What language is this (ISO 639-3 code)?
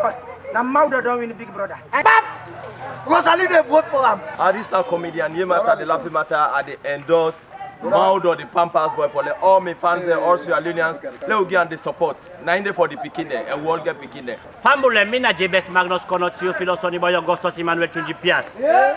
kri